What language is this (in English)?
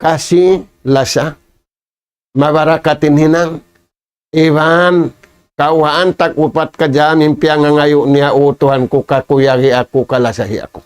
Tausug